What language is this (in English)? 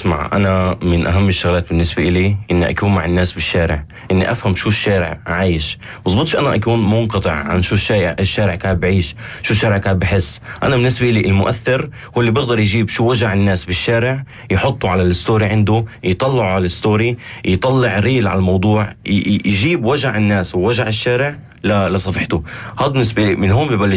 North Levantine Arabic